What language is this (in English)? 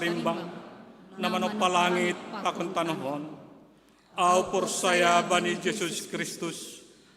Batak Simalungun